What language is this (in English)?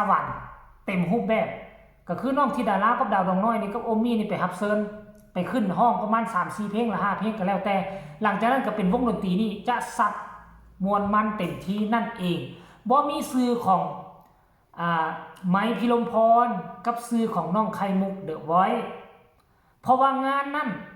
Northeastern Thai